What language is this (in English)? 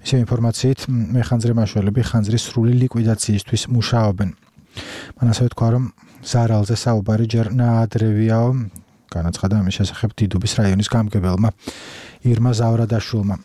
Georgian